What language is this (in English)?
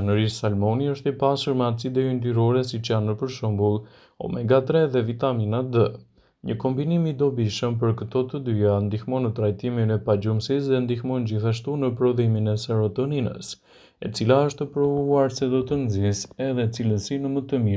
Albanian